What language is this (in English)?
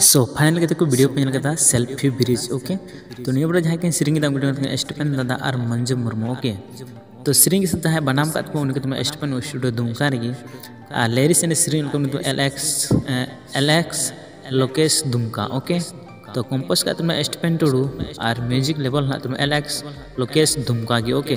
Santali